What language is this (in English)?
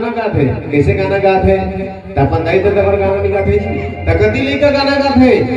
Chhattisgarhi